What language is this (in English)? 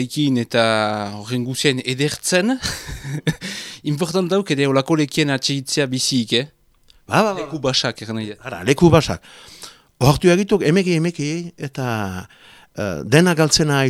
Basque